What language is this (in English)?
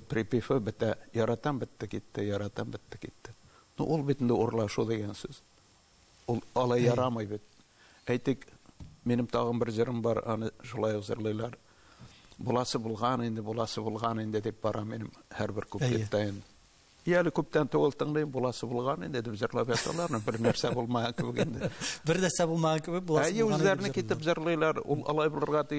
Tatar